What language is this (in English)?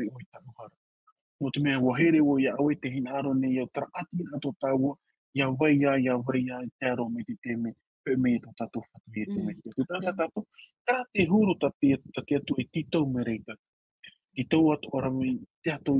Tahitian